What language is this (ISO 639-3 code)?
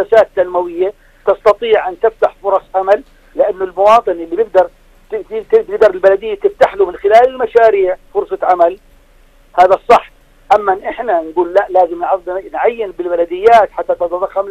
ajp